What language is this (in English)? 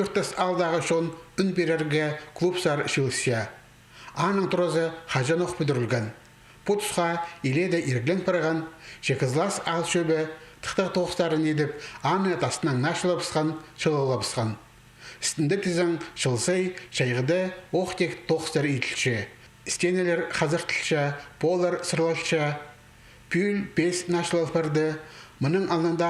Khakas